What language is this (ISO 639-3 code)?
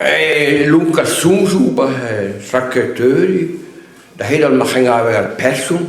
bre